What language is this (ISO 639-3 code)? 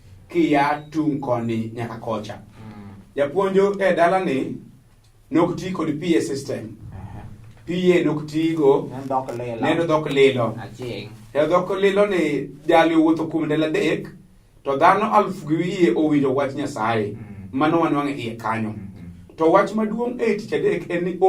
luo